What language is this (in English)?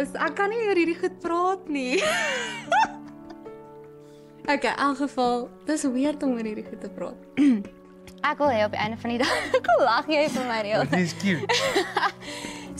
Afrikaans